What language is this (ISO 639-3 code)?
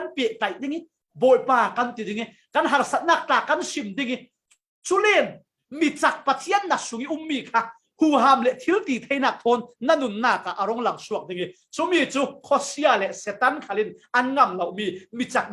cfm